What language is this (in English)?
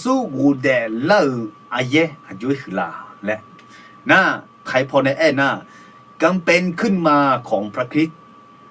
Akha